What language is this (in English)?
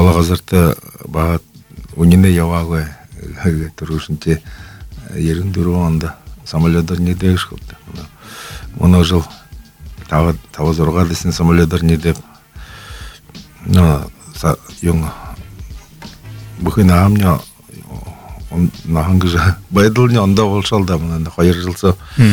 Buriat